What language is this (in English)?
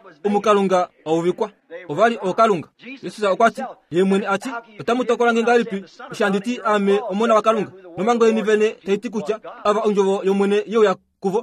Kuanyama